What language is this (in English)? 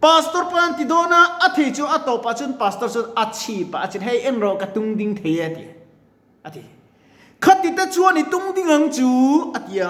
Mizo